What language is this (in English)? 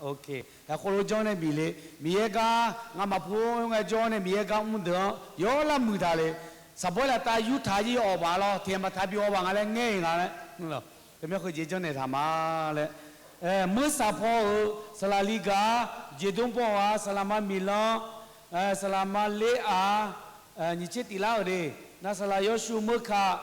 Akha